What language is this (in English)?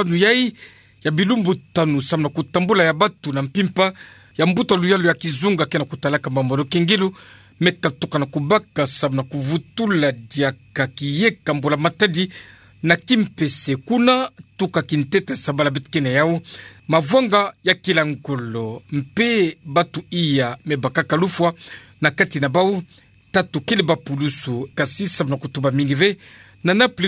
Kituba (Democratic Republic of Congo)